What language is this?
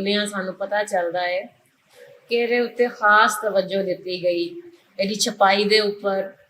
Western Panjabi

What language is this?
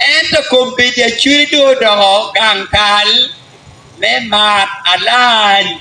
Acoli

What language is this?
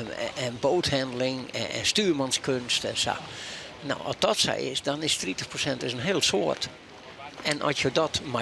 Western Frisian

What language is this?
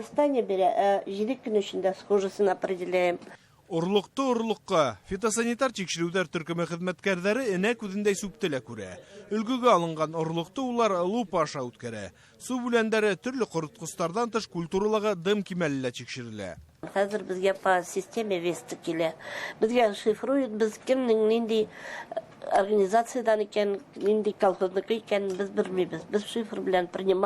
Bashkir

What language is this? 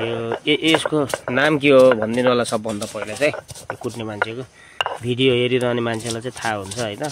Nepali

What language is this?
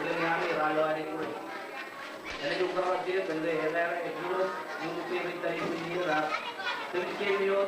Marshallese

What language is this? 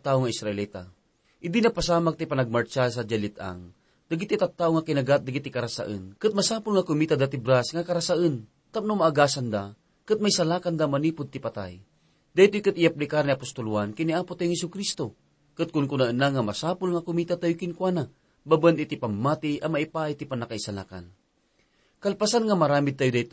Iloko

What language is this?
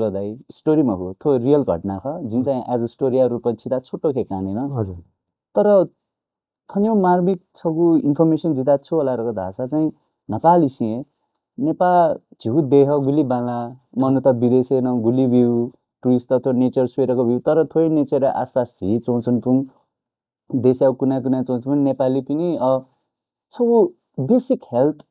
Newari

